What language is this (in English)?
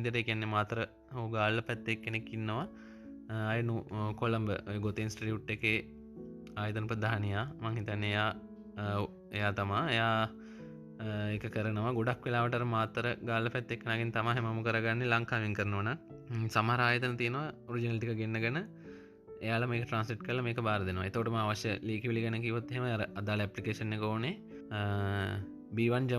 Sinhala